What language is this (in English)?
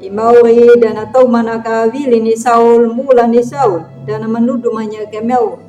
Anakalangu